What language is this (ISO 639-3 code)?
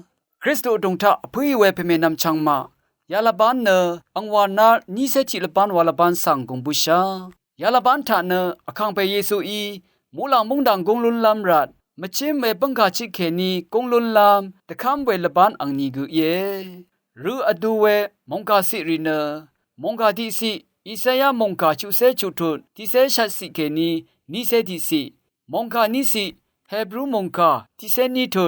raw